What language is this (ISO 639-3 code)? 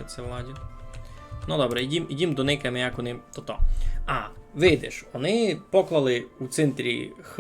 rue